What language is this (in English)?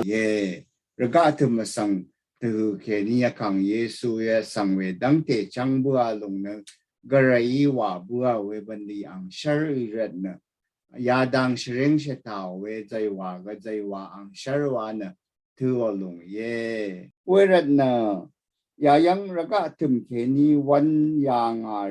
Rawang